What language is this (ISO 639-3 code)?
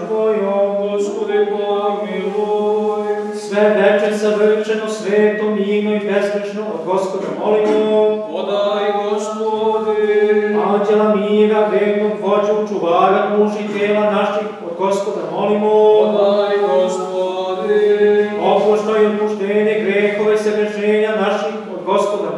srp